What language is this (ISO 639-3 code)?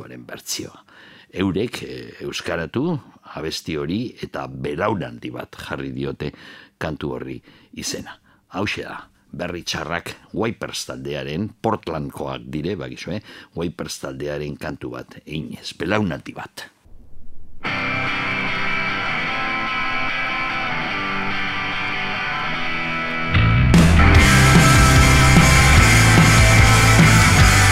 eus